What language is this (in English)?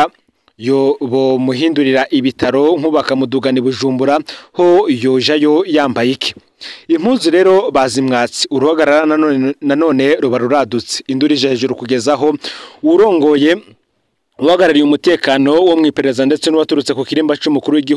Rundi